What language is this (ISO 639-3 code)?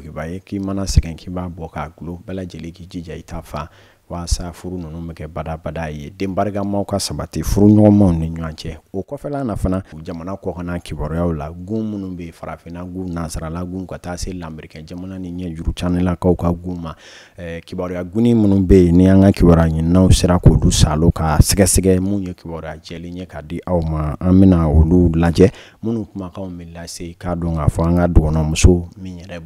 bam